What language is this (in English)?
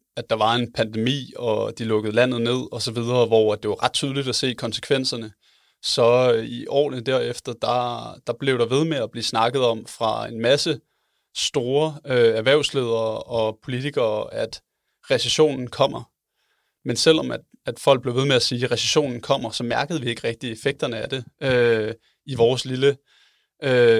Danish